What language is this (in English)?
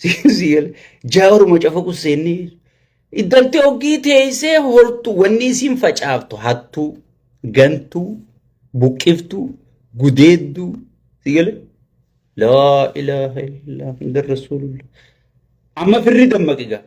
Oromo